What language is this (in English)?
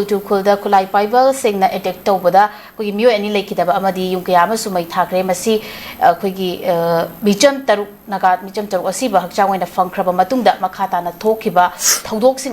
Manipuri